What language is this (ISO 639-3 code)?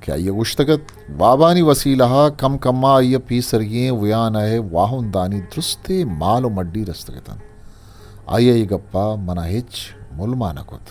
bgp